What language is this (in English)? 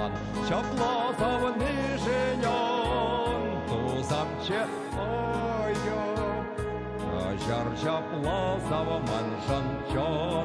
Chuvash